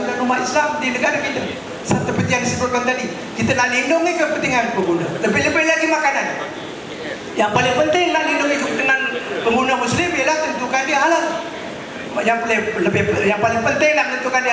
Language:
Malay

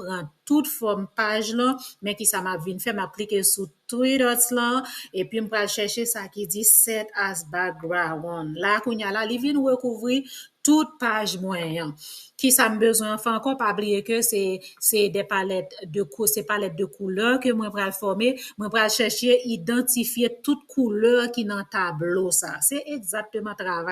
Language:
Haitian Creole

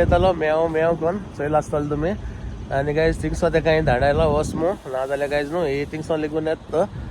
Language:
Konkani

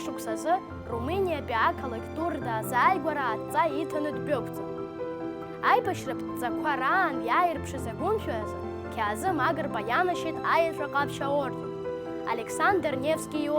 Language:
Abkhazian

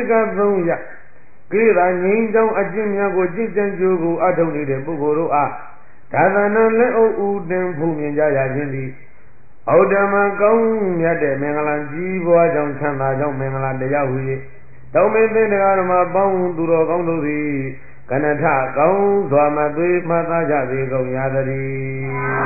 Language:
Burmese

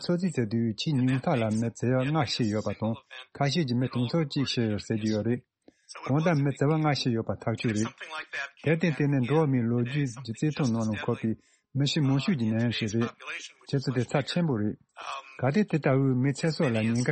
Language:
Tibetan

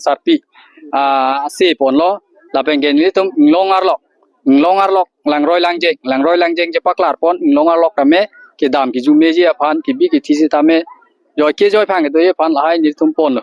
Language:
Karbi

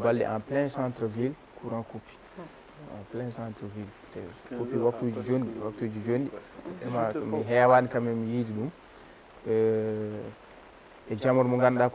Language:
Fula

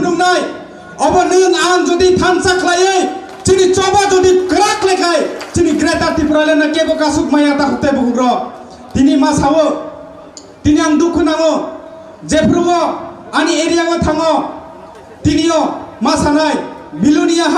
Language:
Kok Borok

